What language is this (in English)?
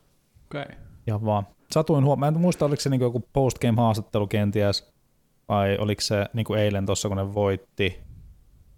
Finnish